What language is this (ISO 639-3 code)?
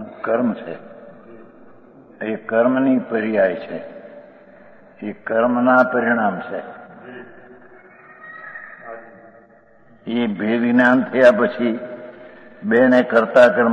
guj